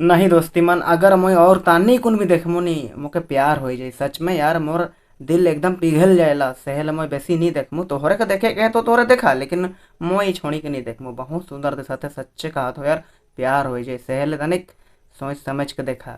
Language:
Sadri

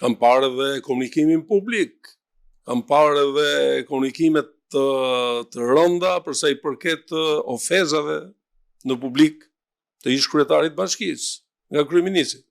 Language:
Albanian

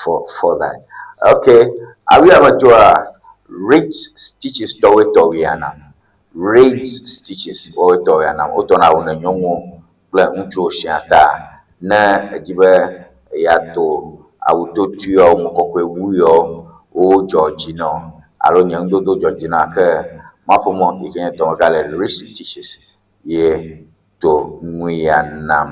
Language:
Ewe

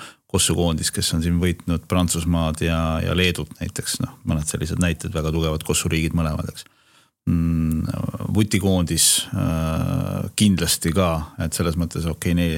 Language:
Estonian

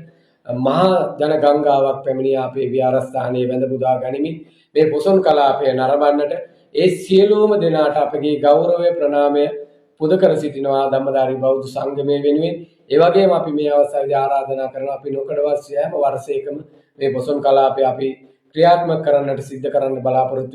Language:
Sinhala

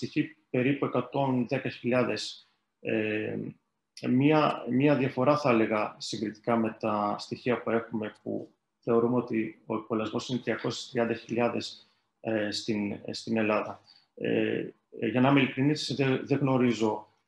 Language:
Greek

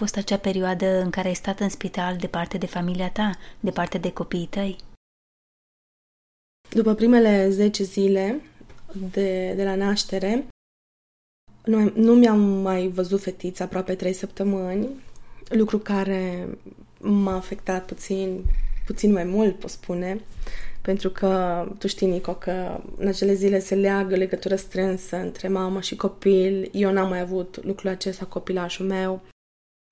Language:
Romanian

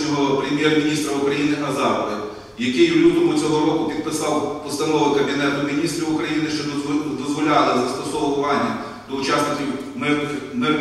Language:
Ukrainian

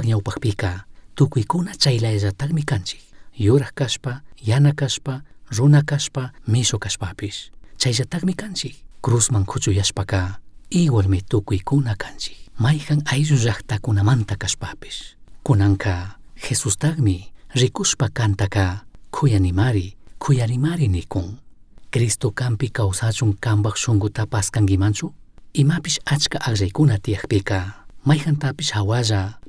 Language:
Chimborazo Highland Quichua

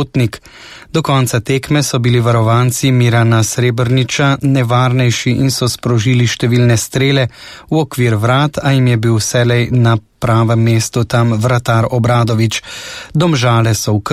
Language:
Slovenian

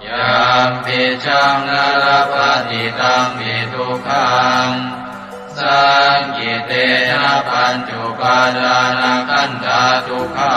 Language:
Pali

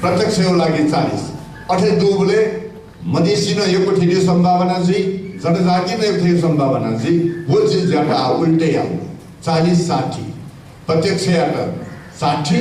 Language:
Newari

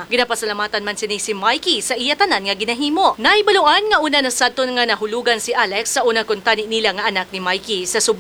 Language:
Hiligaynon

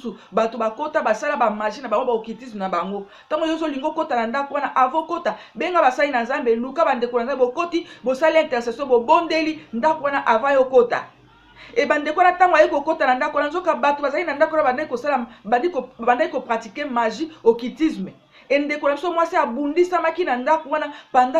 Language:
Lingala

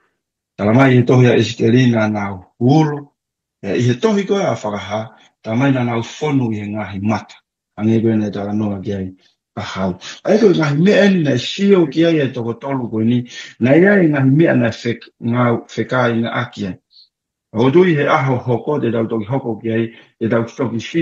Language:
Tongan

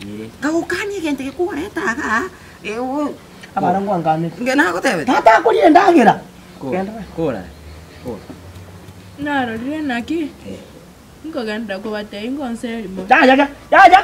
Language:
Gusii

